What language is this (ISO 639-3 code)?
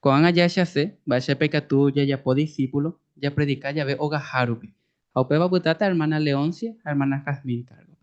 grn